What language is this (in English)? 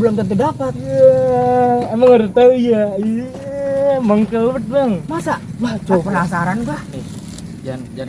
Betawi